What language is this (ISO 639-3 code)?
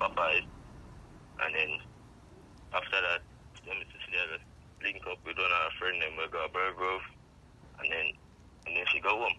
jam